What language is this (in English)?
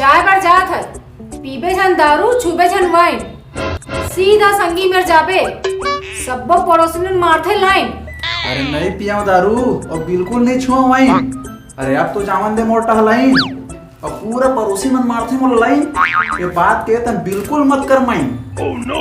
Chhattisgarhi